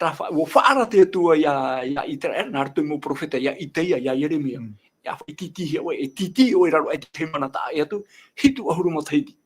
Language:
Tahitian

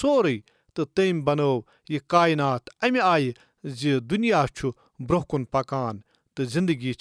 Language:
Kashmiri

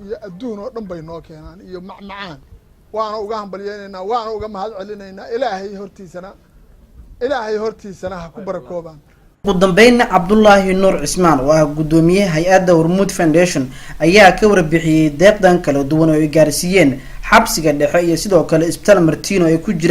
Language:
Somali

